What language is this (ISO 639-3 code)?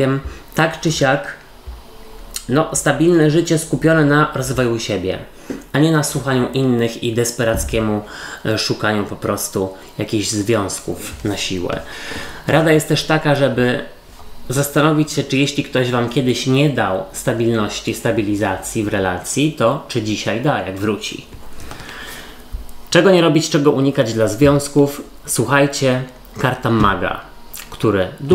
pol